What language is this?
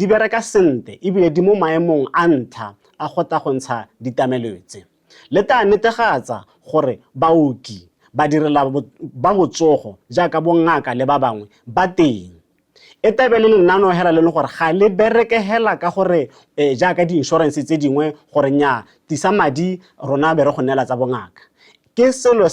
Tswana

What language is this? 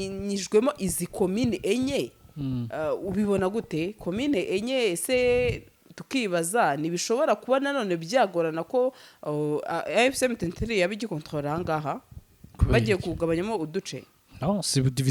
Rundi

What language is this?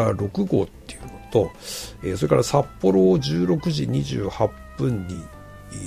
Japanese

